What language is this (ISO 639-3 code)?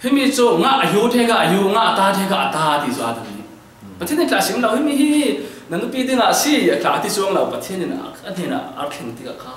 cfm